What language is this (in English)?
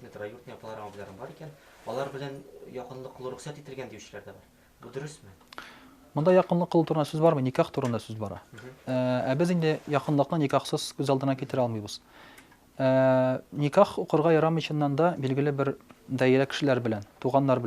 Tatar